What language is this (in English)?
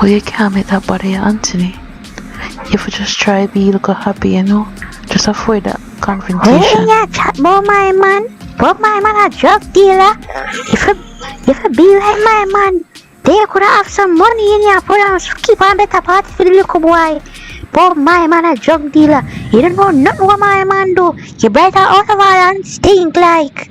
Jamaican Creole English